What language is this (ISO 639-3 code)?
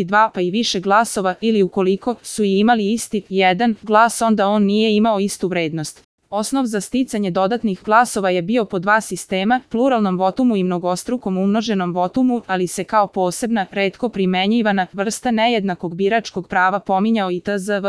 srp